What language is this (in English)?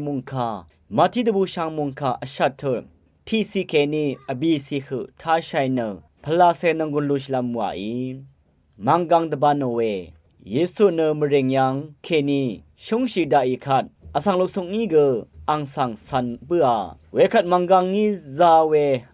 Rawang